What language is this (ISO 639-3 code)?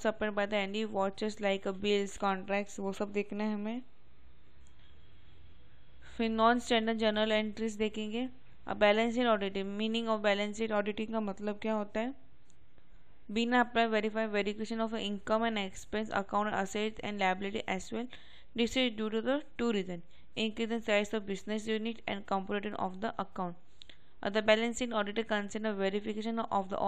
hin